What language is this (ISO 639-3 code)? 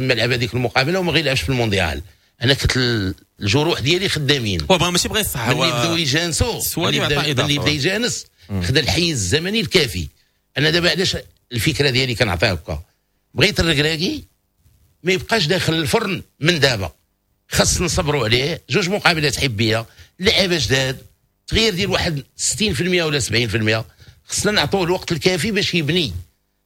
ary